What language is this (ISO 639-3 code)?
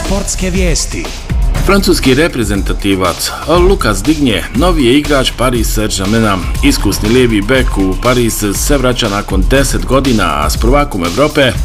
bos